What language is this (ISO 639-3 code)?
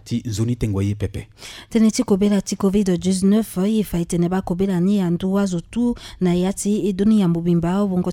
sag